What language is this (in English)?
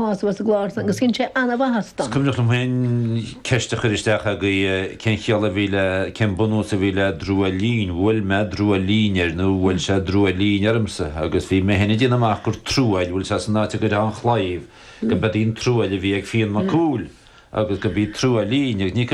Irish